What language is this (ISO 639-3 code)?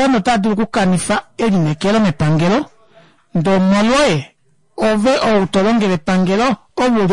kua